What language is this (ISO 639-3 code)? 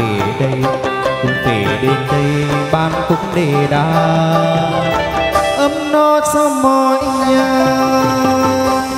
vie